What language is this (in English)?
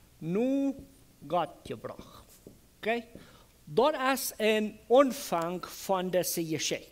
Plautdietsch